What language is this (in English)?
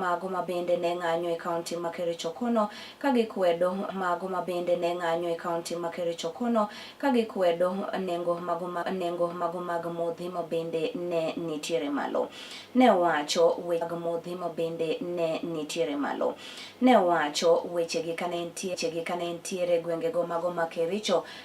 Luo (Kenya and Tanzania)